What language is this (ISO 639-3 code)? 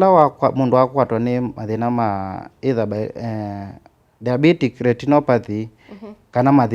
kam